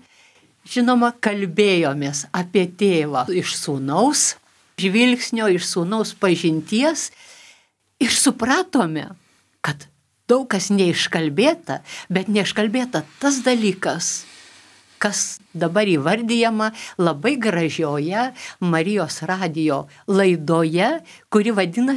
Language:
Lithuanian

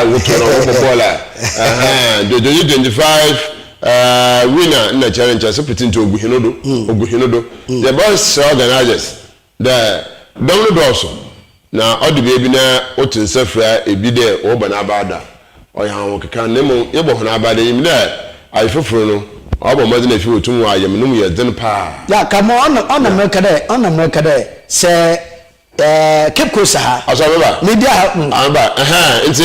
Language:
Akan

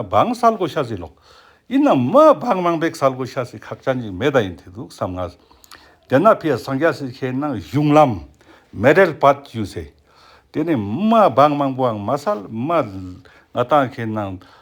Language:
Ladakhi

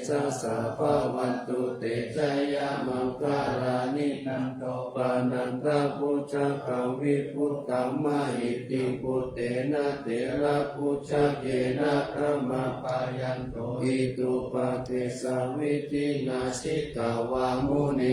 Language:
Pali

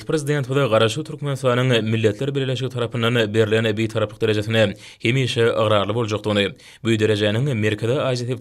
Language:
Turkmen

